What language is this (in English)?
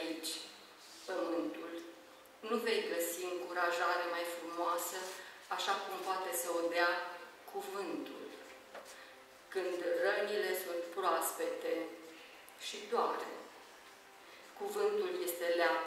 Romanian